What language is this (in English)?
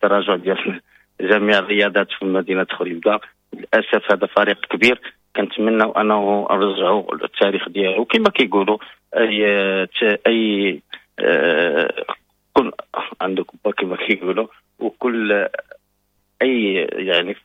Moroccan Arabic